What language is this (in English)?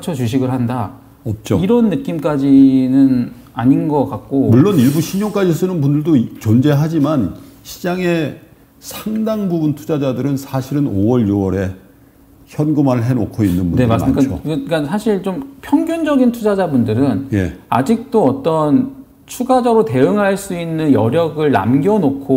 Korean